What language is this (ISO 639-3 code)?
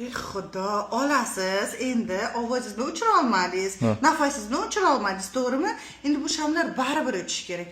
uzb